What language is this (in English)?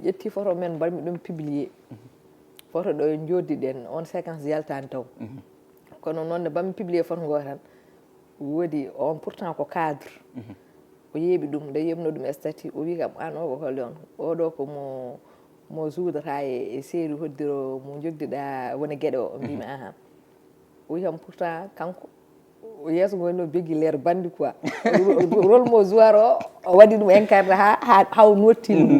Fula